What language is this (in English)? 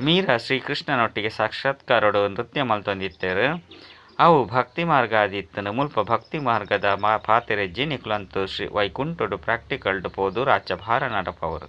Tulu